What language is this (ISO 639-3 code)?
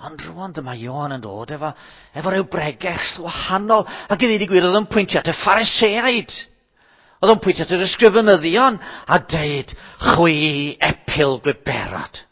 cym